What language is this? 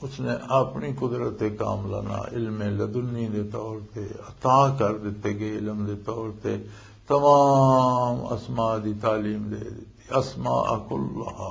Western Panjabi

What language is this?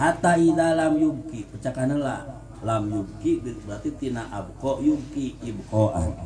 Sundanese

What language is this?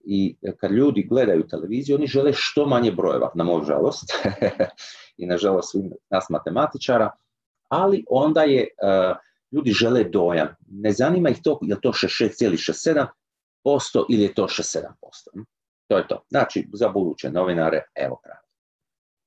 Croatian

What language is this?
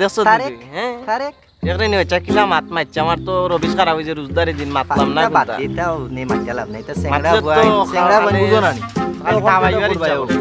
Sylheti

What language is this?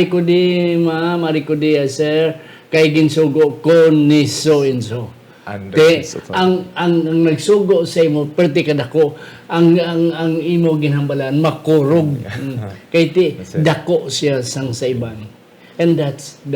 Hiligaynon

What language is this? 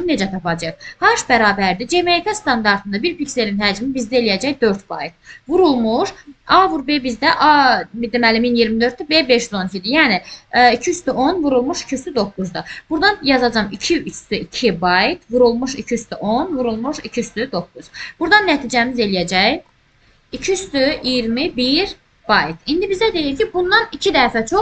Azerbaijani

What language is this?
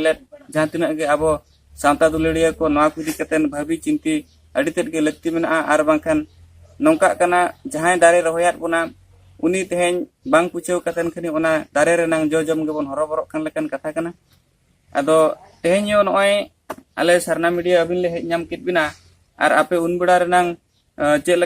Santali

